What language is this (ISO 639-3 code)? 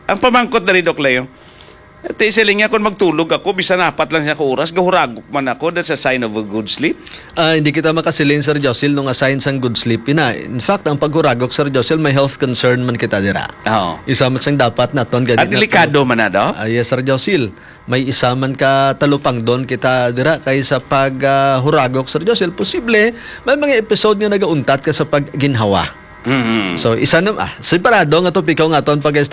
hil